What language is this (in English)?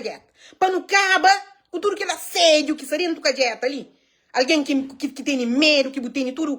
Kabuverdianu